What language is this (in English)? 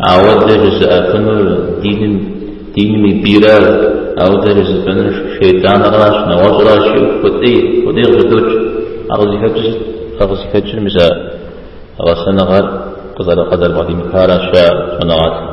Kabardian